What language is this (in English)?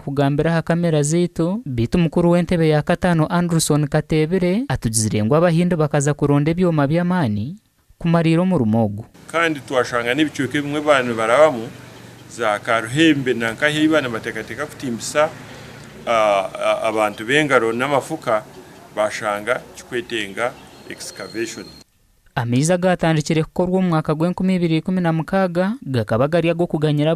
Nyankole